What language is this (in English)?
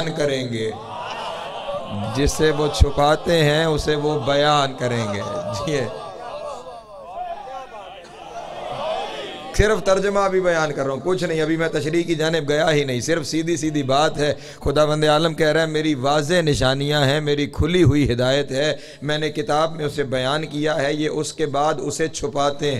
Urdu